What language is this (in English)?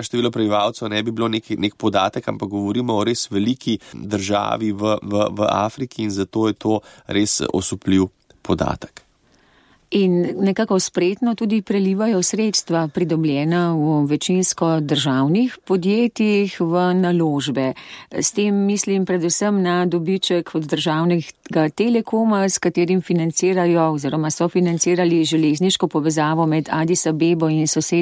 Slovenian